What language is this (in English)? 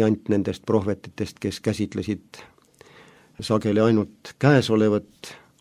Estonian